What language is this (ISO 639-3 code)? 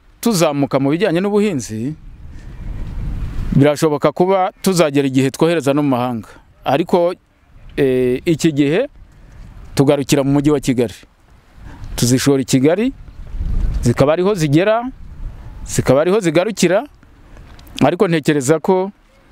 kin